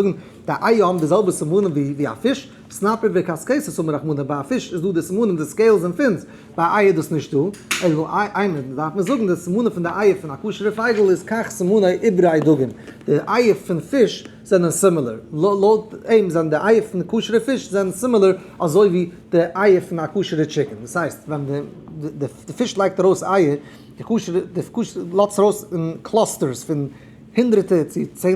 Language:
Yiddish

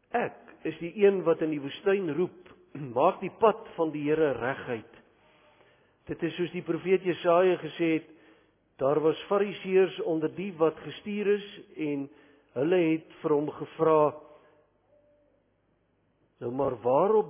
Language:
Afrikaans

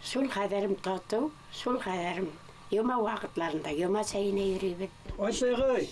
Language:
Bashkir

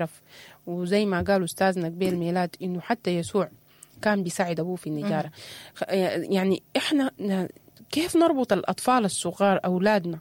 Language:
Sudanese Arabic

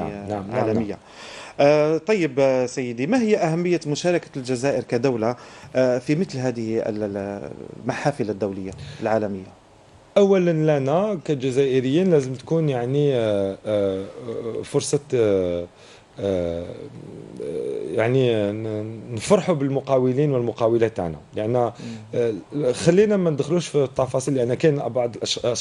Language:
Algerian Arabic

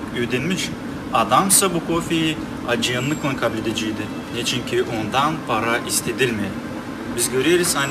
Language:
Gagauz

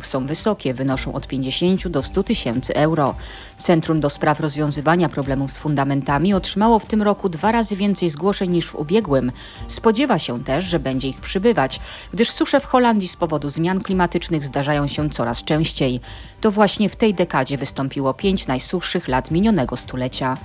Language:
Polish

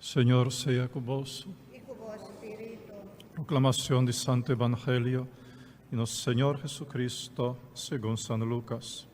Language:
Papiamento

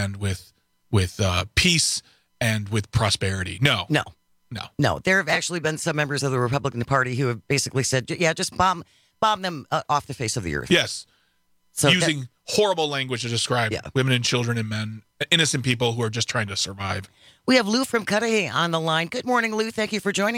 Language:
English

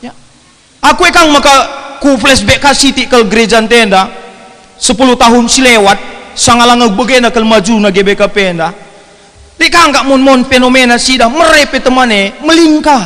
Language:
Batak Karo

